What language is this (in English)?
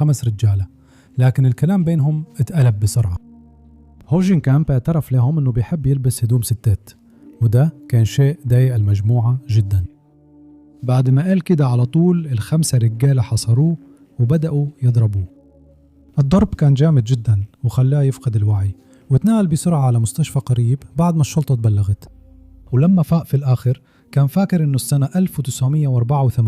Egyptian Arabic